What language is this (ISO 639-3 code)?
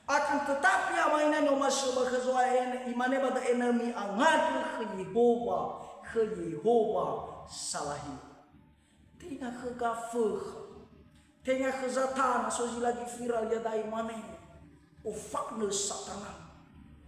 nia